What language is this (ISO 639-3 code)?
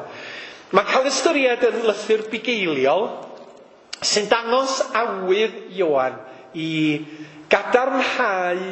cym